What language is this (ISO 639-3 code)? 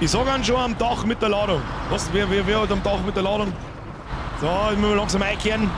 bar